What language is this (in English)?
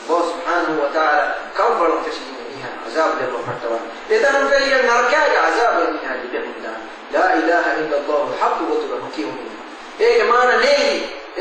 Divehi